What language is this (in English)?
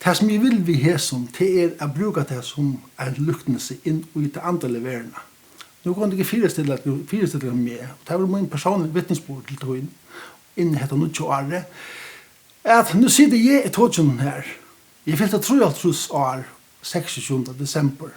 Faroese